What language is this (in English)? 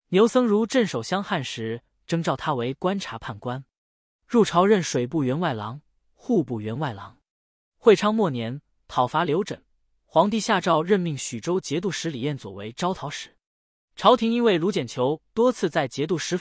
Chinese